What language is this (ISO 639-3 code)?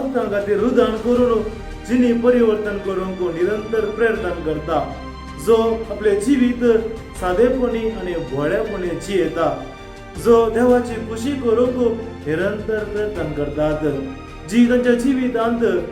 kok